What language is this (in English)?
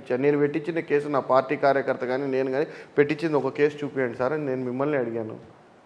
Telugu